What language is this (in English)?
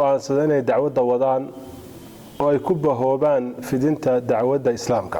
Somali